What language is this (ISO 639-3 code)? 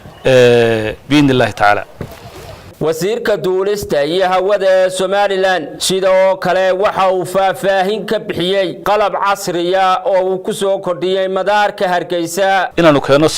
som